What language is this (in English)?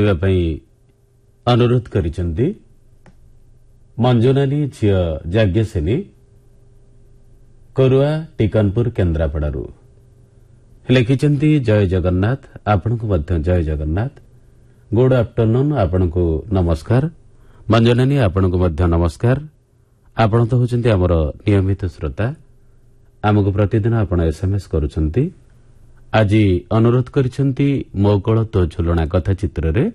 Odia